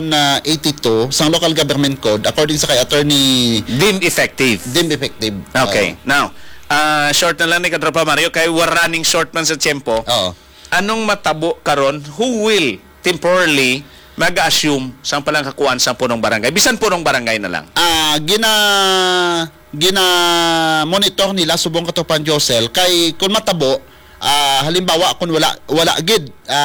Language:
Hiligaynon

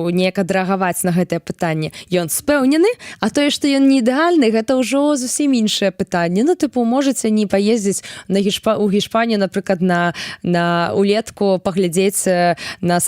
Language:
Belarusian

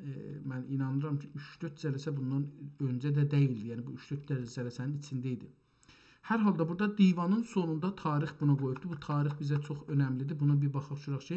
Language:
South Azerbaijani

